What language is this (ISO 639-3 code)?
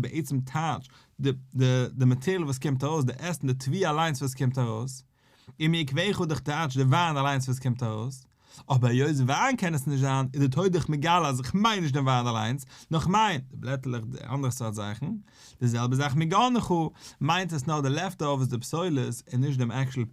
yid